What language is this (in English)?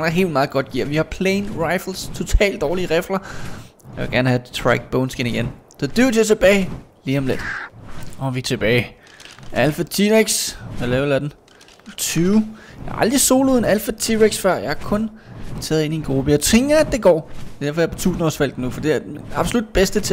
Danish